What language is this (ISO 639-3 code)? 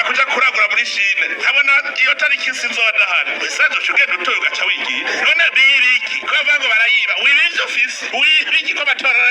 run